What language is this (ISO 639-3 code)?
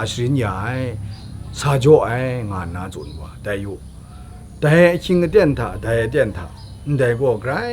kac